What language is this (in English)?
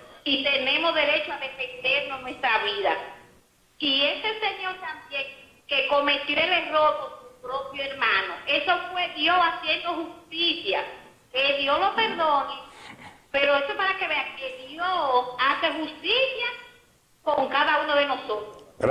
Spanish